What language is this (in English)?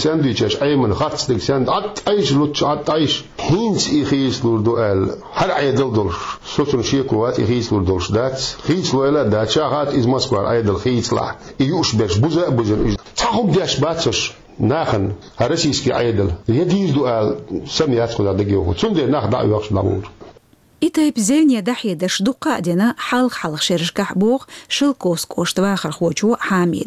Chechen